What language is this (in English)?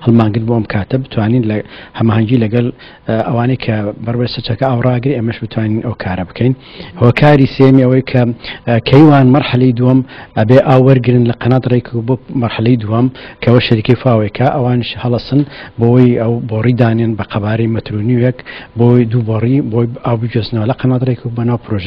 Central Kurdish